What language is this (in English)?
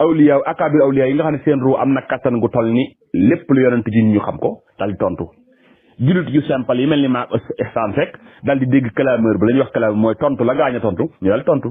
Wolof